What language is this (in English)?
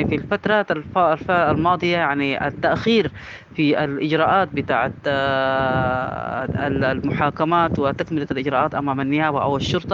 Sudanese Arabic